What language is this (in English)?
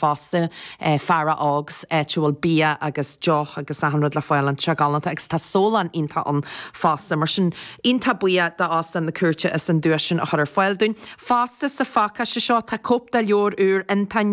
Irish